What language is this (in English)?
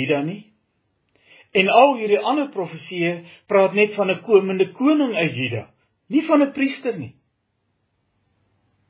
Afrikaans